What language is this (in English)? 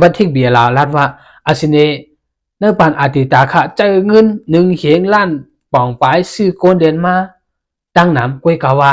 Shan